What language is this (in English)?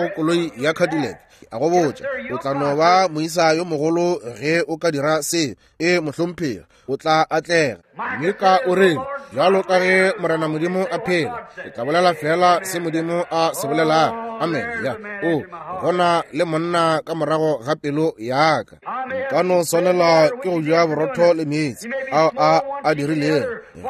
Northern Sotho